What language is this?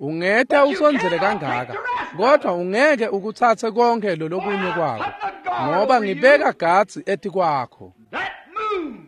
Swati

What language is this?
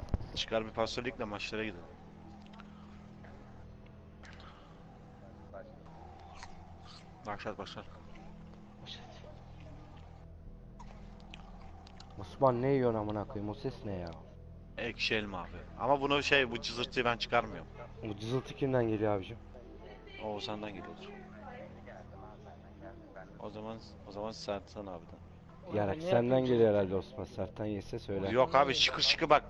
Turkish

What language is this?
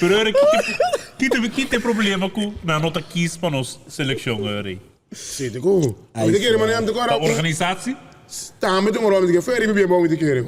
Papiamento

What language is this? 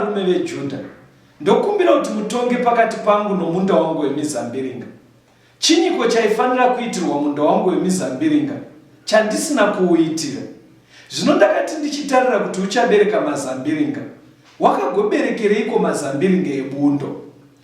Shona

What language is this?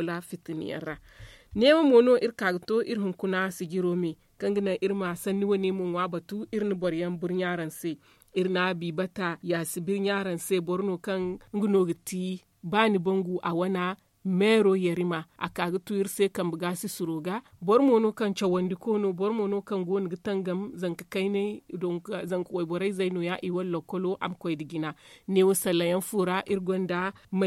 Zarma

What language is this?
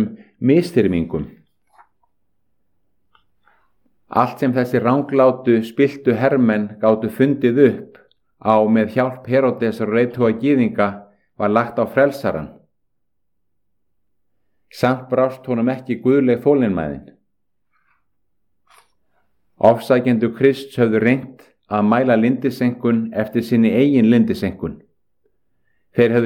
Icelandic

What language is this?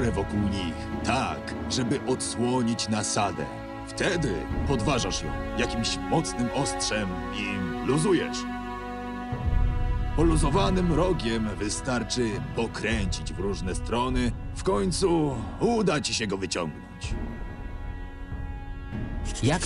Polish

